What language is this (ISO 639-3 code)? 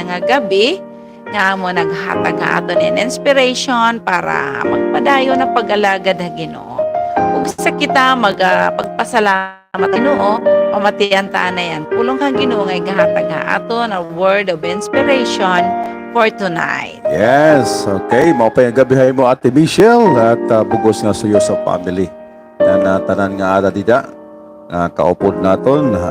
war